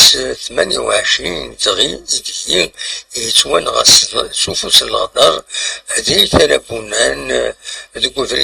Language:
Kabyle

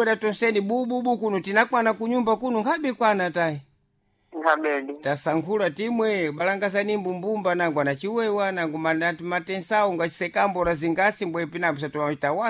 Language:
Sena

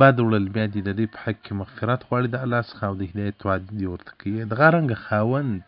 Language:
Pashto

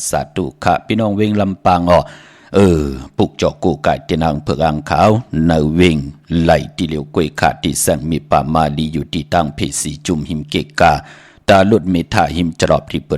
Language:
Shan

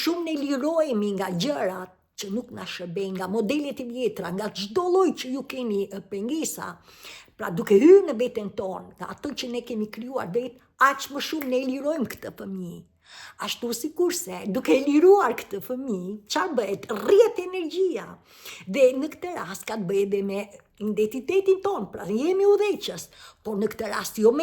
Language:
Albanian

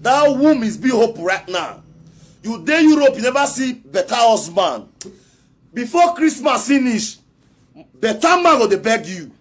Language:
Nigerian Pidgin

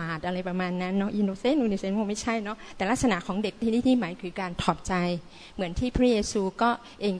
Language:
Thai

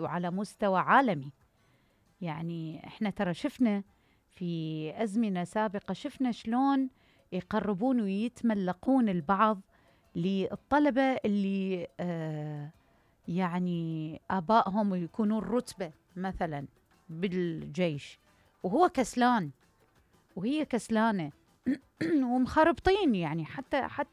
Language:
Mesopotamian Arabic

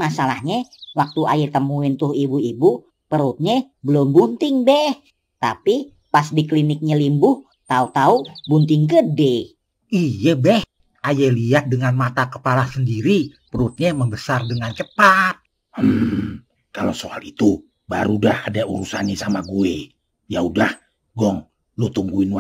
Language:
Betawi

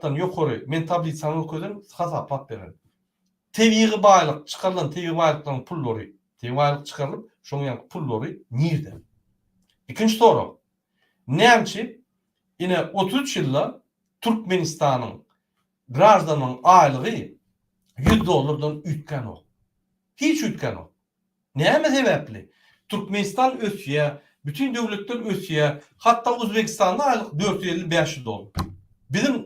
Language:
Turkmen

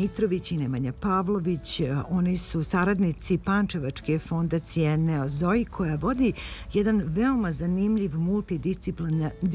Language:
Serbian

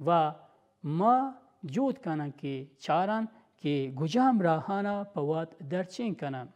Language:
Baluchi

